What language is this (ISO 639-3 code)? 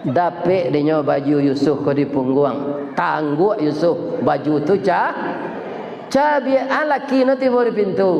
min